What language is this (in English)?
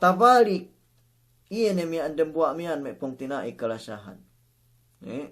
Yakan